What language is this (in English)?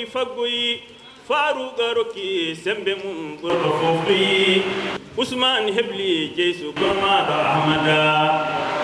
Fula